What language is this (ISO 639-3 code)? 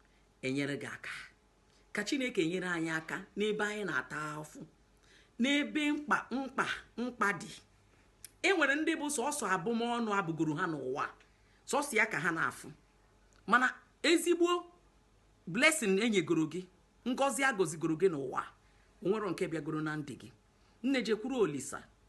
ibo